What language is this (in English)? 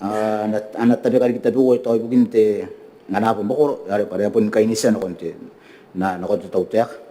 Gilbertese